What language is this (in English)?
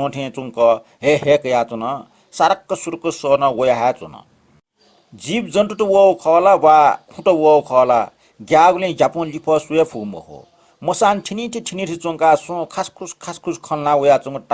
Newari